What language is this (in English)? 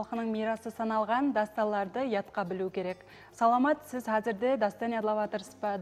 Kara-Kalpak